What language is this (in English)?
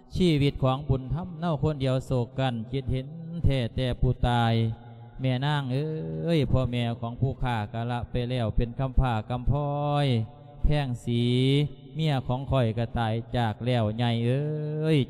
Lao